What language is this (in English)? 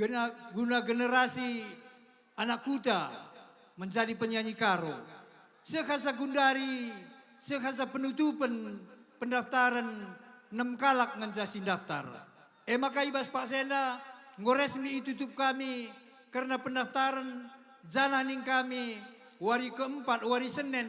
Batak Karo